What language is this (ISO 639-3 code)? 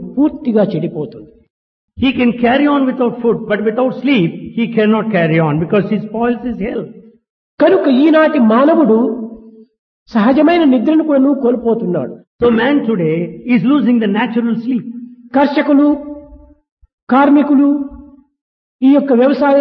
tel